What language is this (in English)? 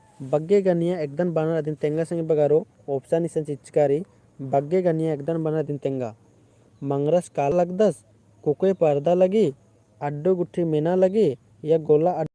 Kurukh